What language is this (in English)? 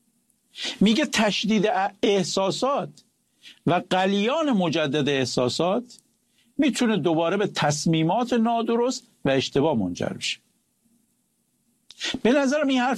Persian